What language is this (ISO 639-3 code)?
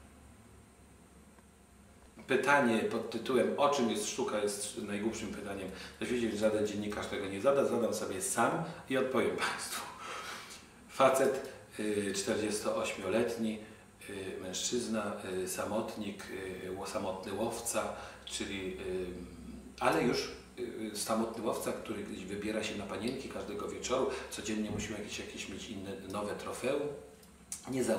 pol